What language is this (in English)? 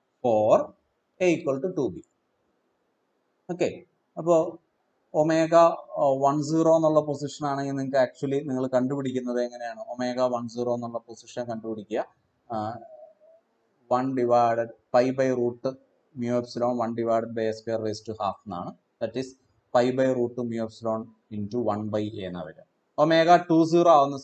Malayalam